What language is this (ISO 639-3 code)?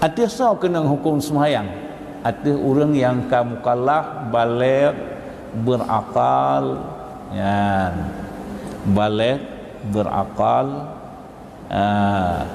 ace